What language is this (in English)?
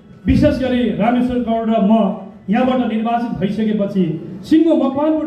Nepali